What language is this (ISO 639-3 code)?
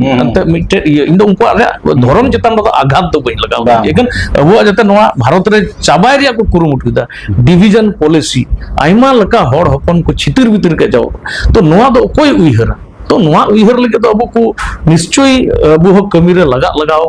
sat